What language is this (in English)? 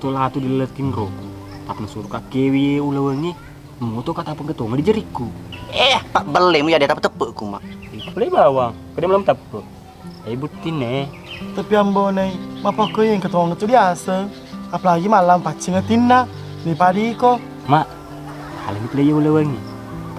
Buginese